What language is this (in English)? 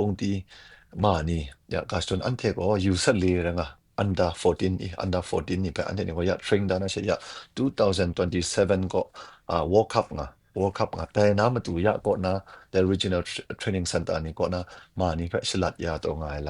Kachin